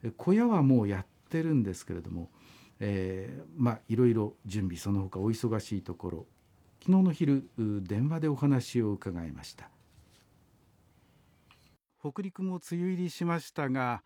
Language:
Japanese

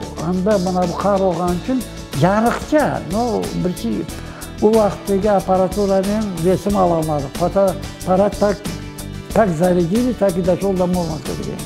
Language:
Crimean Tatar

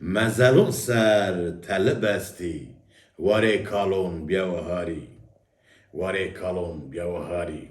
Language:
Zaza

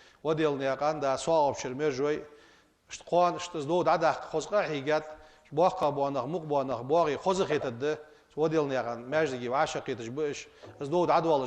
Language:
Ingush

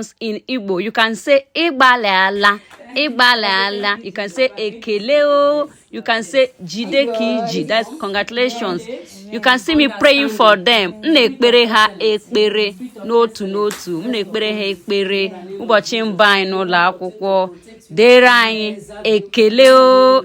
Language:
Igbo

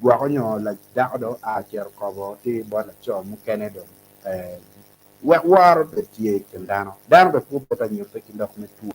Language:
Acoli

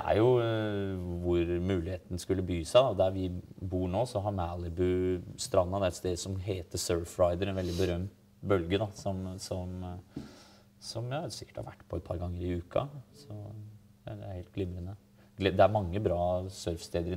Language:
Norwegian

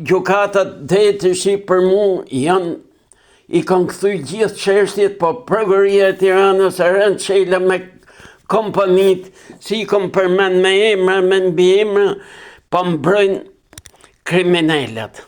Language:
Albanian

